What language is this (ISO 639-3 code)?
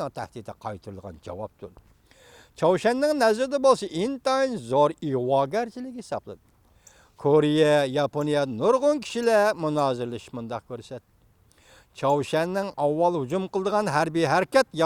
uig